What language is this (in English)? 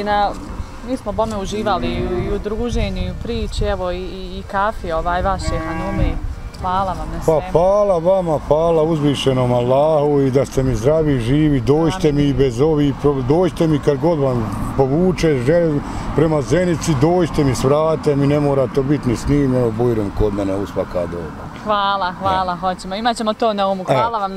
Bosnian